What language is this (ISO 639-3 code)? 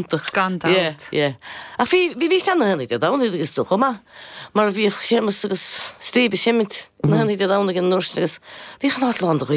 gle